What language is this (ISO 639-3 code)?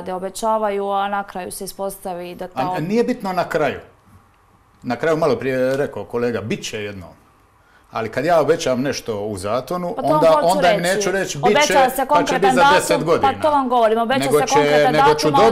hrv